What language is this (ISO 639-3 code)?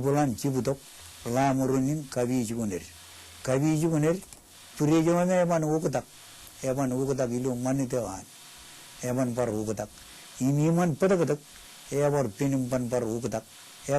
mah